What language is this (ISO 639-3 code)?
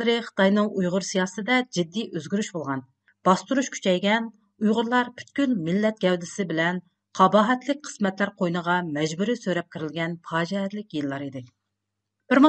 uig